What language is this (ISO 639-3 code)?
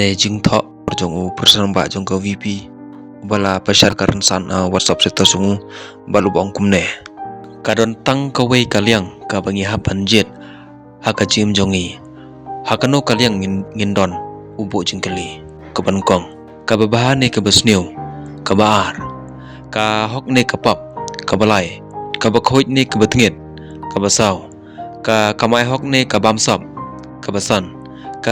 kha